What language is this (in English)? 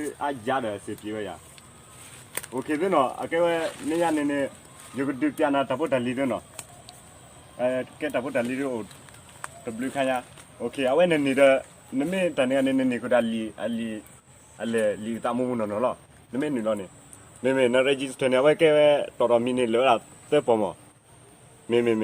S'gaw Karen